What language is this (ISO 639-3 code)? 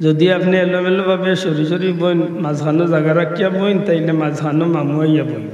syl